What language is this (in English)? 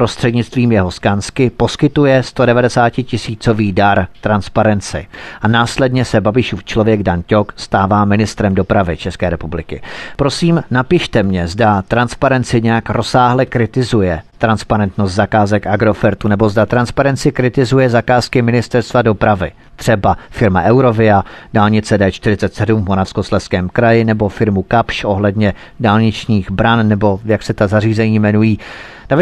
Czech